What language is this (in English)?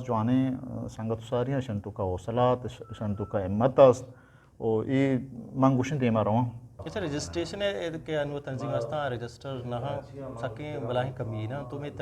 Eastern Balochi